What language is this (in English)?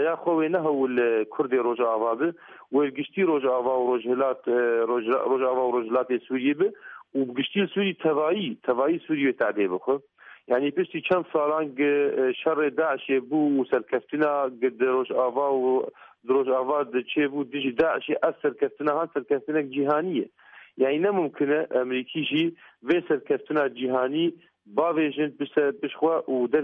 Kurdish